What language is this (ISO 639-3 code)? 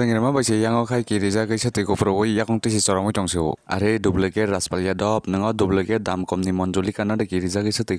trp